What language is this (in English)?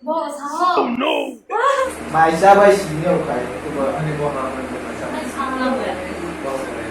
Kok Borok